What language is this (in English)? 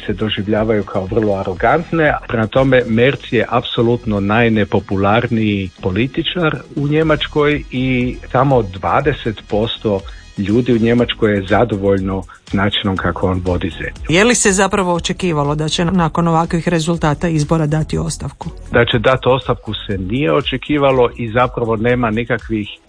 Croatian